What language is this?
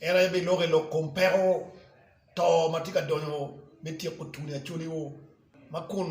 Acoli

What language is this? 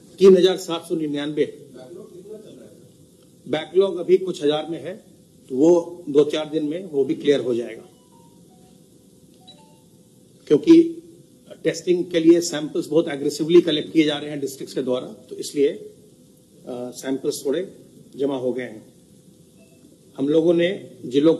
Hindi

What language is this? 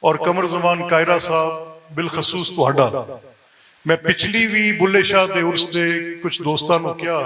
Western Panjabi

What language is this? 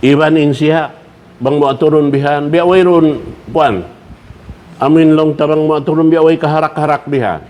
Tausug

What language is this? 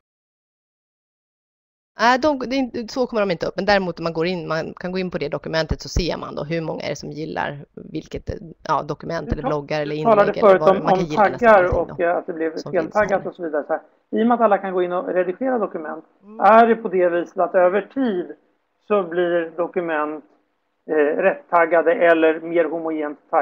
Swedish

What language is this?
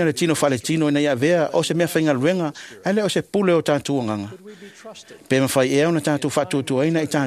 Samoan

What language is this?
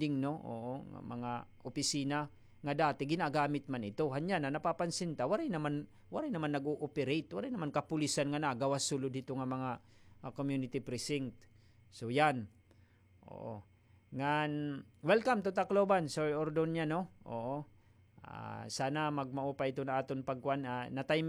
Waray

